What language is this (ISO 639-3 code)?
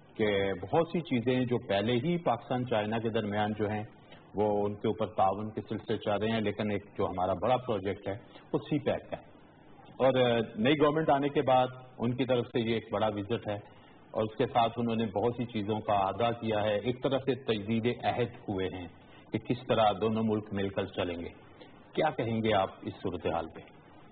urd